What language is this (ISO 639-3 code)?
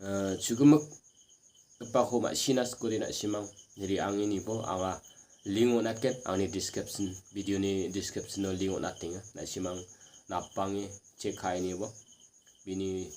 grt